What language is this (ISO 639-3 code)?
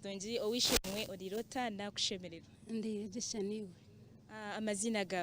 nyn